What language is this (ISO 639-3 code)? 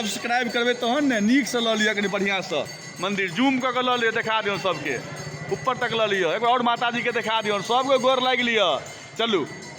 mai